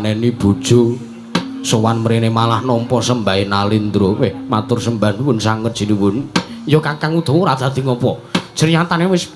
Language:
Javanese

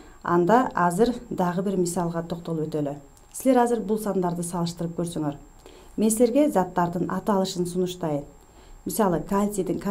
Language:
Kyrgyz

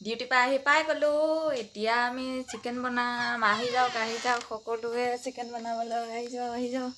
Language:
Assamese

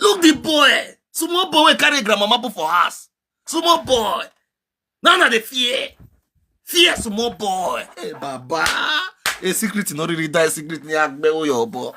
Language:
Nigerian Pidgin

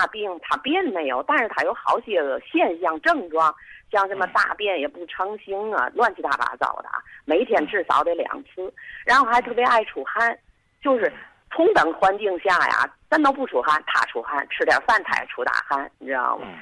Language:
Chinese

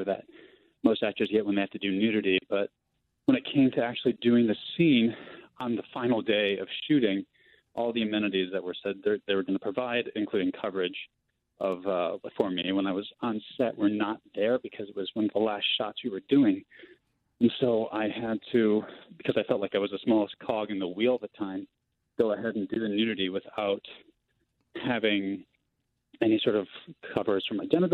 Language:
English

